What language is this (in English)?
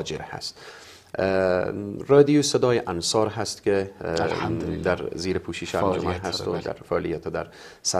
Persian